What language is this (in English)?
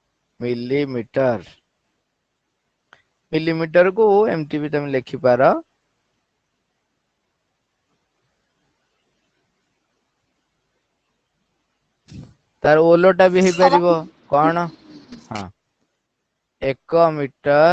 Odia